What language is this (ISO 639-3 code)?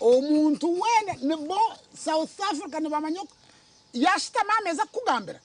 nyn